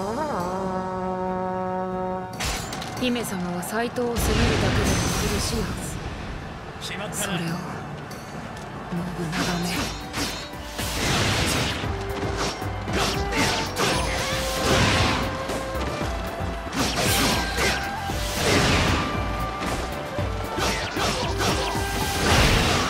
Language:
Japanese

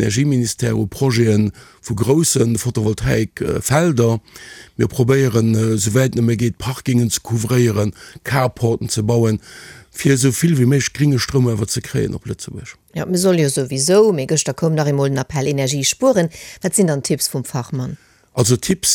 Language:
Luxembourgish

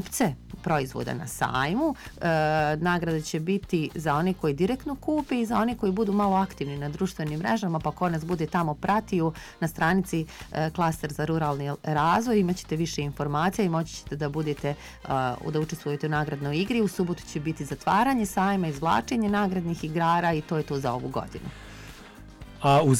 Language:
Bosnian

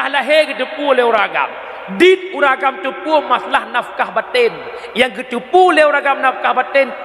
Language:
Achinese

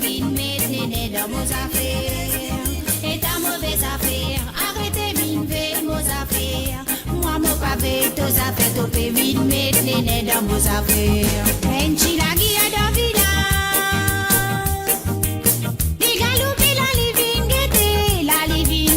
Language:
Morisyen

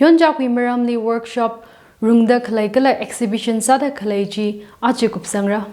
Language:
Tangkhul Naga (India)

